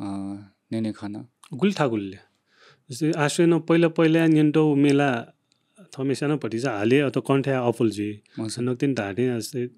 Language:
Newari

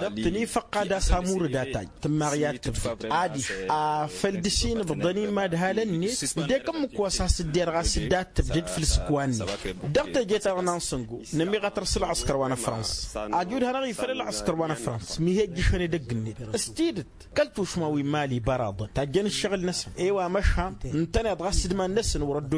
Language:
Tamasheq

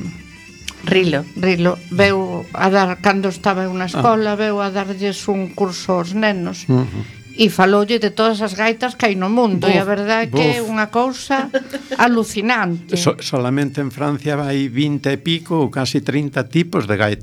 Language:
Galician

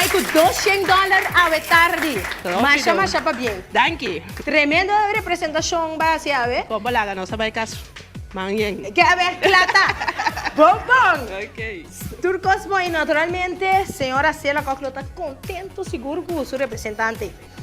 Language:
Papiamento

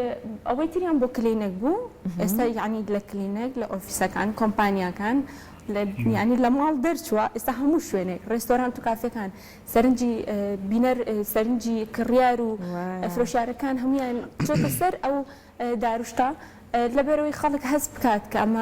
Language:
Central Kurdish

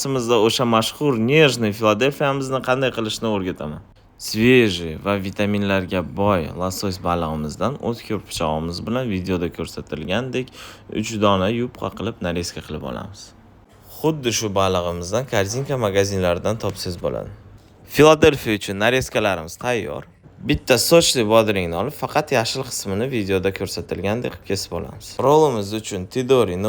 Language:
Uzbek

